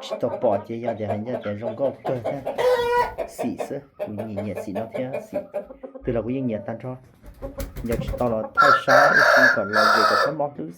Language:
Hmong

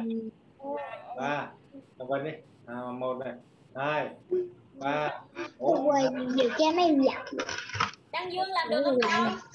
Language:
Vietnamese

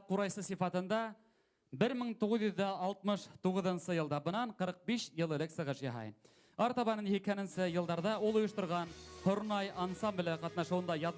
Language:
Bashkir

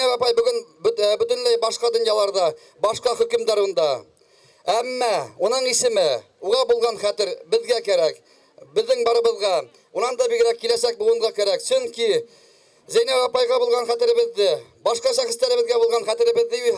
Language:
Bashkir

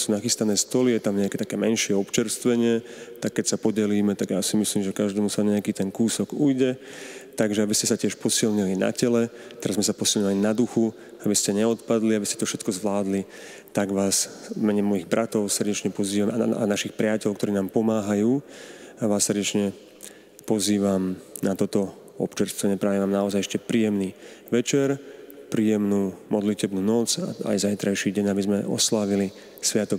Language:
Slovak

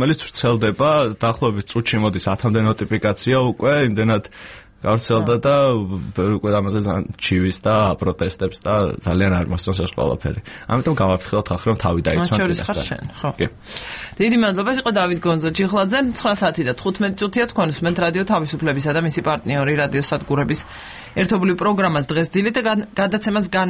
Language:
Georgian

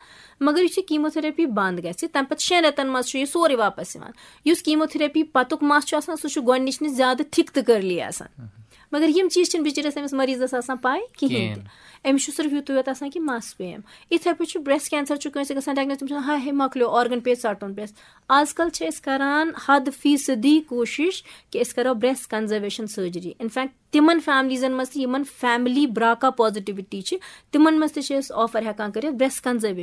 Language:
Kashmiri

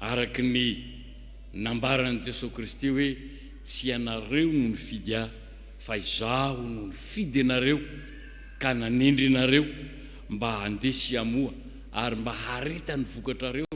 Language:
Malagasy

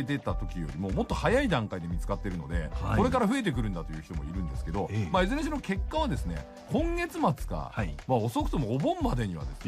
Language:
Japanese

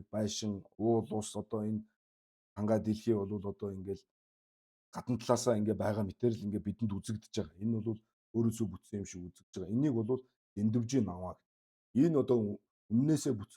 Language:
Mongolian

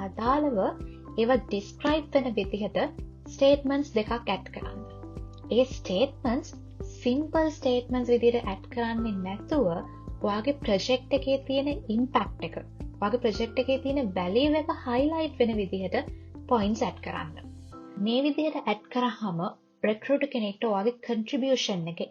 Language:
Sinhala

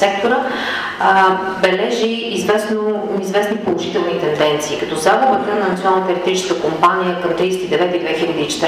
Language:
Bulgarian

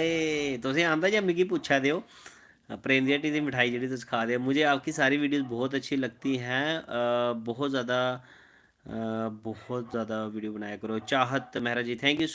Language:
Dogri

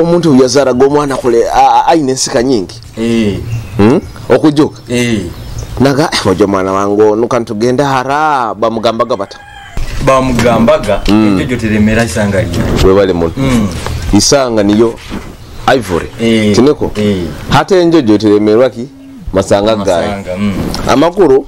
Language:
Nyoro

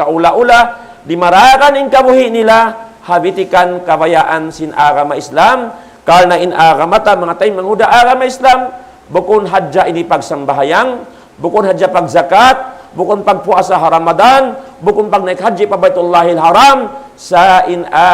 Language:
Tausug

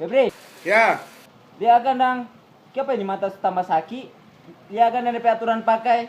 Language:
Manado Malay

